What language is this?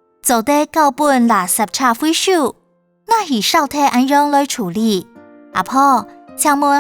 Hakka Chinese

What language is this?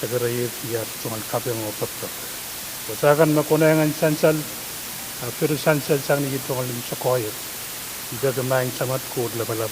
Pohnpeian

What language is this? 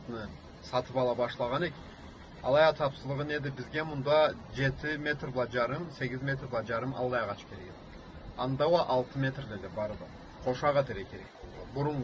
Karachay-Balkar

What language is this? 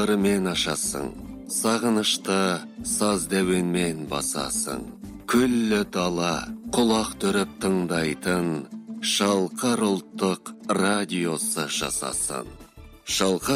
Kazakh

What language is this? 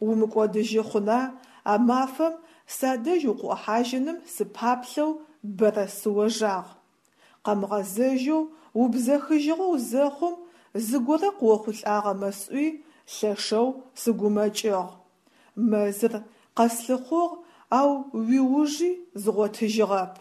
Adyghe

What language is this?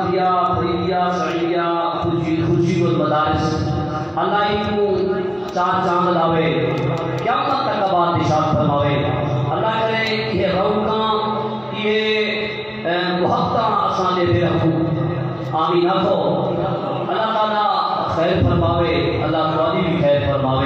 Saraiki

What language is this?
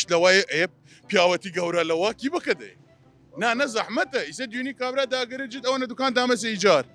Southern Kurdish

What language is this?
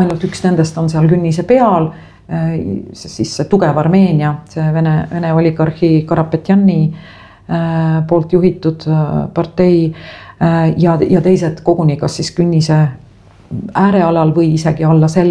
Estonian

